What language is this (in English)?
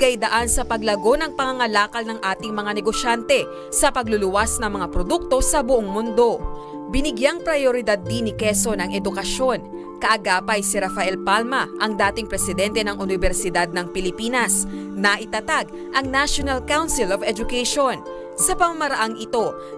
Filipino